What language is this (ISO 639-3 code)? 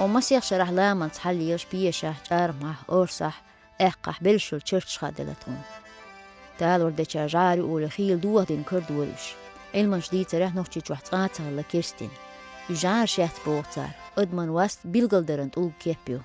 che